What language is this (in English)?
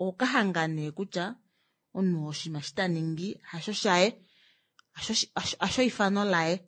Kuanyama